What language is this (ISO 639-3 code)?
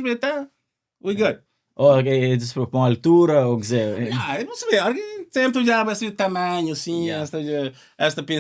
kea